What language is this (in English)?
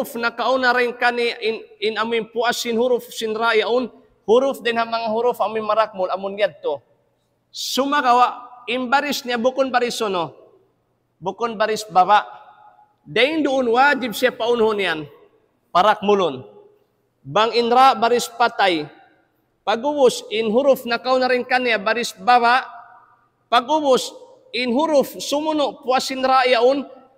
Tausug